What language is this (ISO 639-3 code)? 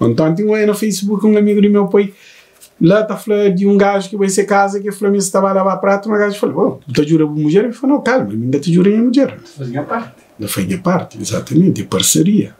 kea